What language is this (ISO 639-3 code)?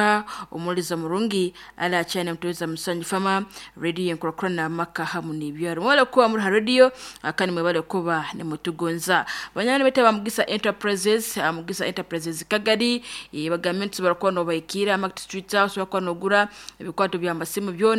nyn